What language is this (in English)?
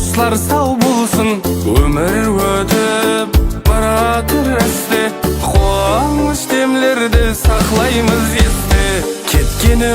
Kara-Kalpak